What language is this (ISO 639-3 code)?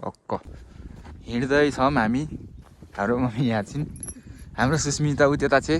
nep